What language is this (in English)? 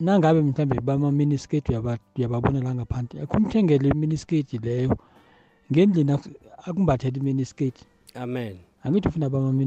South Ndebele